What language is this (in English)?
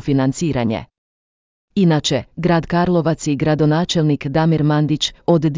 Croatian